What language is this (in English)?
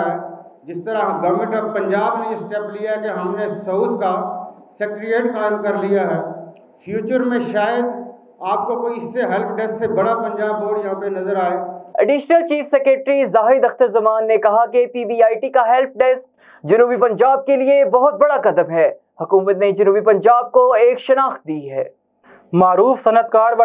Urdu